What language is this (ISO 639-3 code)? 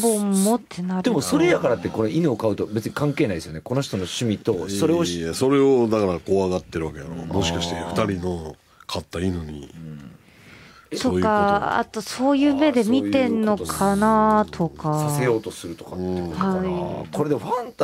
jpn